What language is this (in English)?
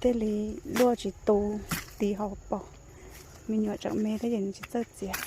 Hmong